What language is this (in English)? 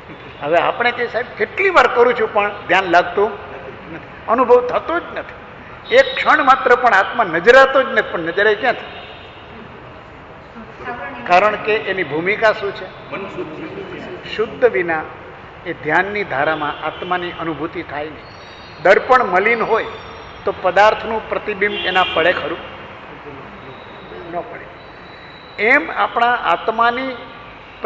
Gujarati